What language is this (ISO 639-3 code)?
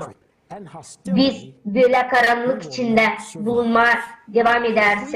gag